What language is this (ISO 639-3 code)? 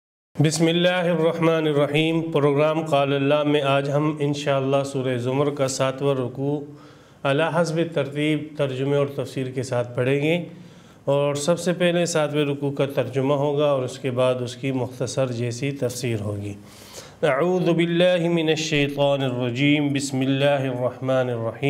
urd